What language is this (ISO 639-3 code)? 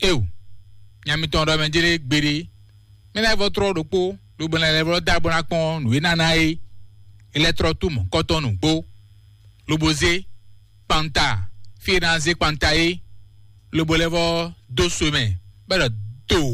fon